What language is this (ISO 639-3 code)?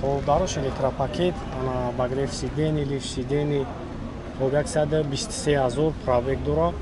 tgk